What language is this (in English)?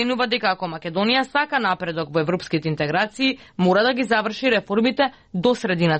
Macedonian